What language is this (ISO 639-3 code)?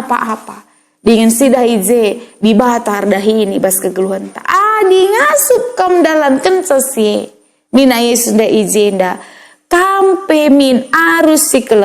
btx